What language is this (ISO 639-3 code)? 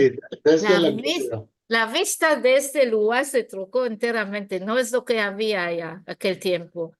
lad